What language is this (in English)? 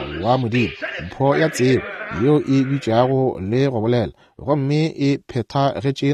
Northern Sotho